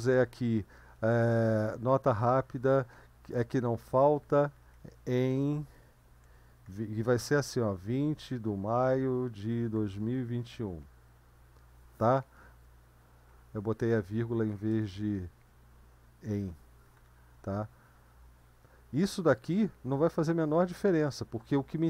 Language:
Portuguese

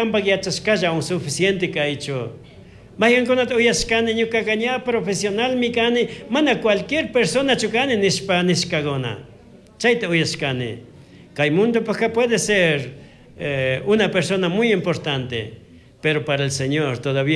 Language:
Chimborazo Highland Quichua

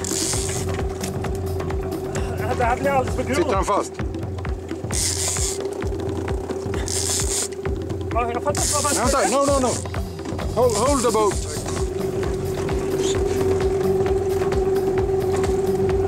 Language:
Swedish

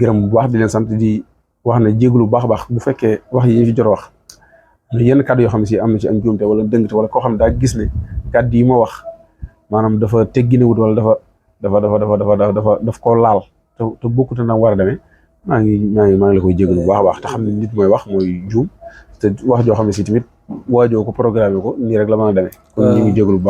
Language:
Wolof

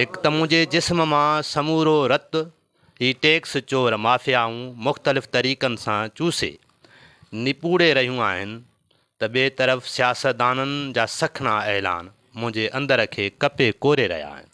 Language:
Sindhi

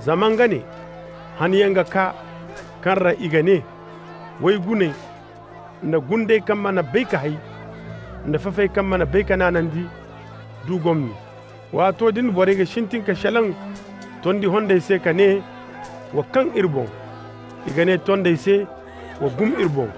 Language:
Koyraboro Senni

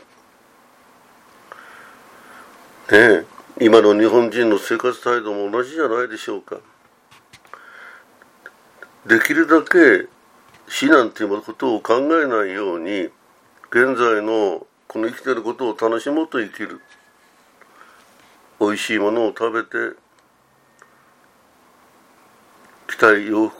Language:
Japanese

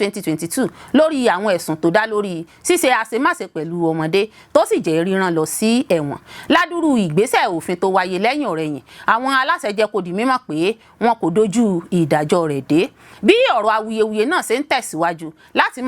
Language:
Yoruba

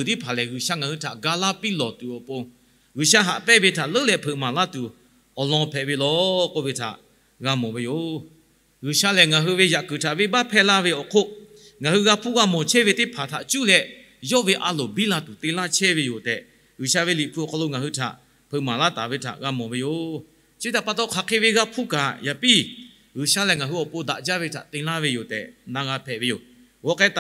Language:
Lahu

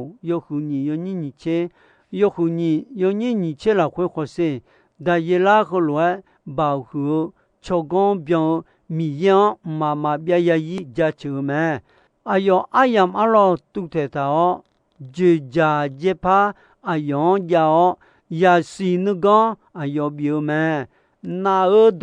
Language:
Akha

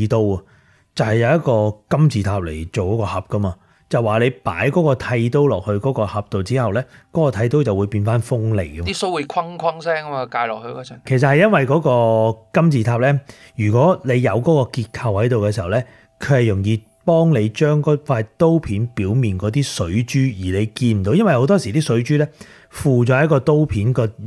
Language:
Cantonese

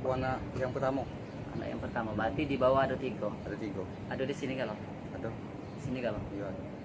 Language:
Musi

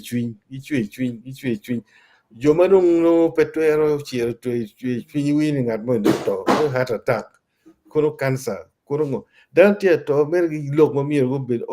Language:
Acoli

